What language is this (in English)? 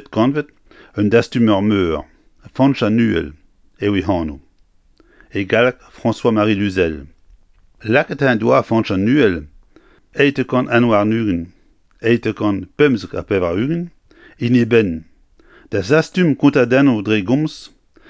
Breton